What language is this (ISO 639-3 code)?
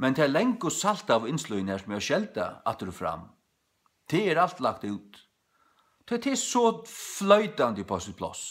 fao